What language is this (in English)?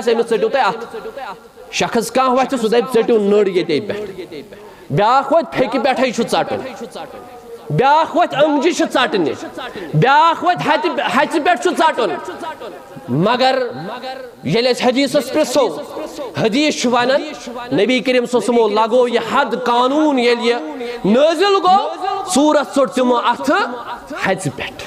Kashmiri